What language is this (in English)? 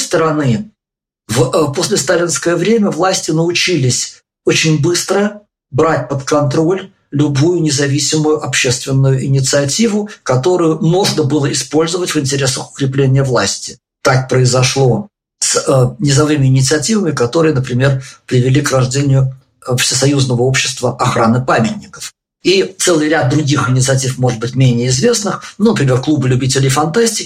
Russian